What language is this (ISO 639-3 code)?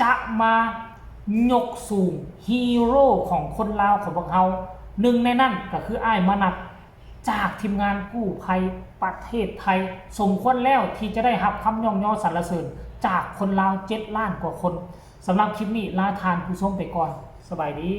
tts